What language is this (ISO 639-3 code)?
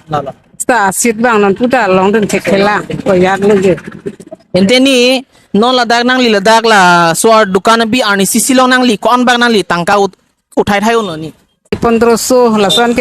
mjw